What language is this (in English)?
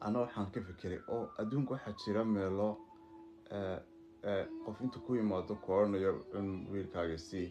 Somali